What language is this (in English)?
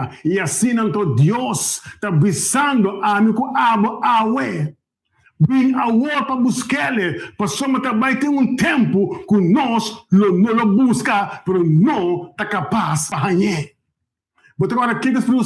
Papiamento